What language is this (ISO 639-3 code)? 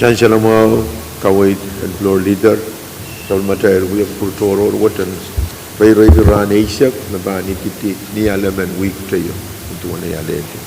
pon